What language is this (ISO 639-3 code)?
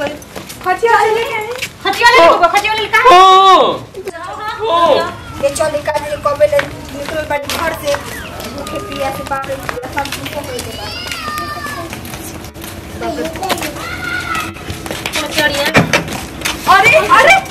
bho